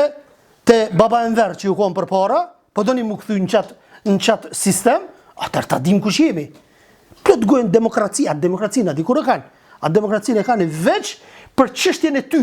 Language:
Albanian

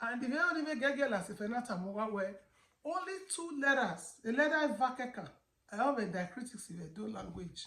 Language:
Bini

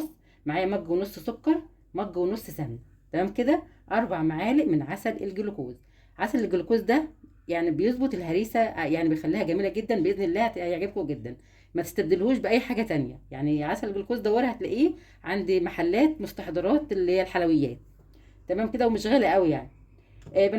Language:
Egyptian Arabic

